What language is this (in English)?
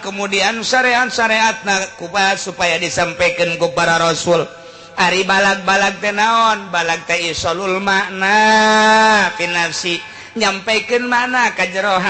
Sundanese